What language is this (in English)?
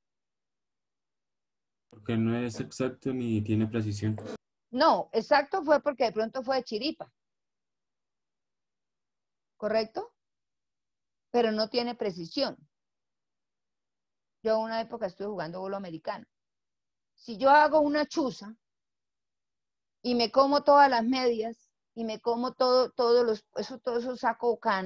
Spanish